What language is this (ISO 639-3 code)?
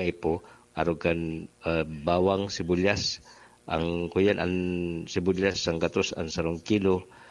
bik